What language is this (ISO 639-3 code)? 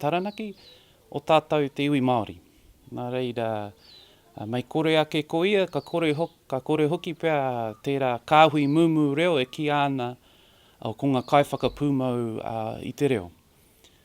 mri